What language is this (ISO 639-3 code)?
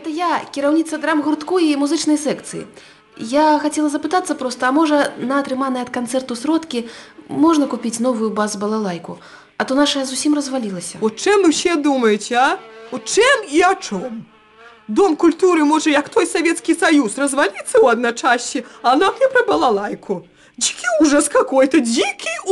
bel